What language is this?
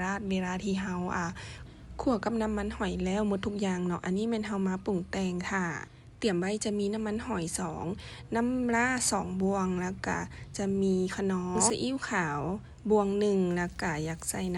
Lao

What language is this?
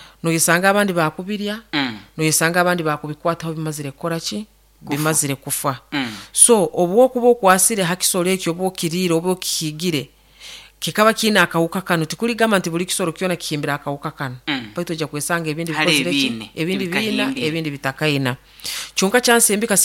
Nyoro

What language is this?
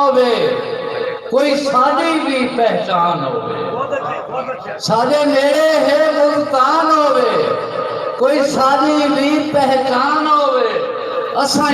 Saraiki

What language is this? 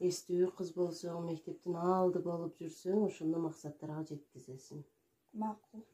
Kyrgyz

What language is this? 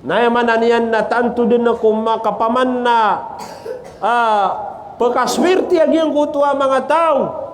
Maranao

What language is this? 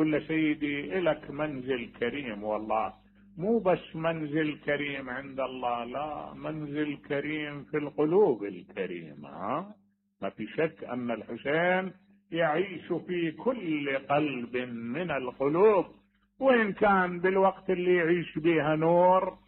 Mesopotamian Arabic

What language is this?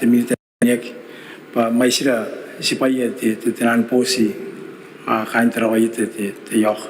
Gilbertese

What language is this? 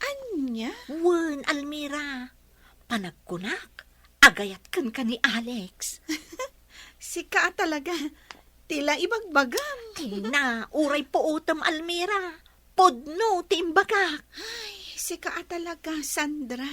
Iloko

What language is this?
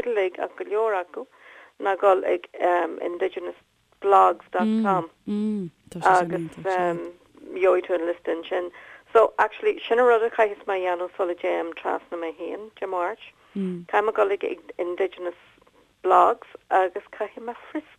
Irish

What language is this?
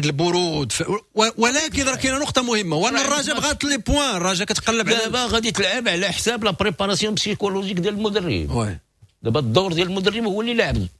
Moroccan Arabic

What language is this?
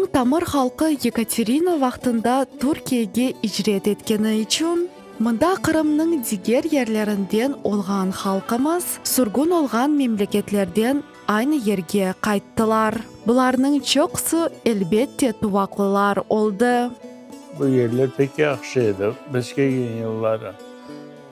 Crimean Tatar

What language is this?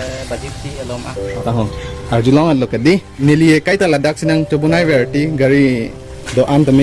Karbi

